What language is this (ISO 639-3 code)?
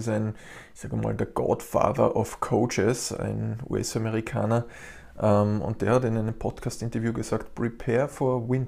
deu